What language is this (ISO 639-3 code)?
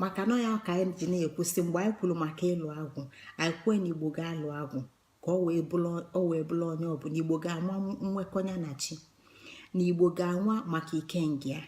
ibo